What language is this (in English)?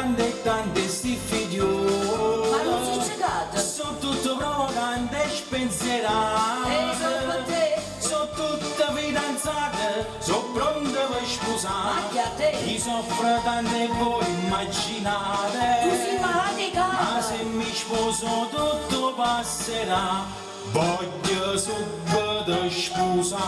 Neapolitan